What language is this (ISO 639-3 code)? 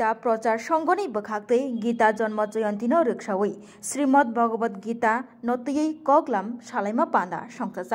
trp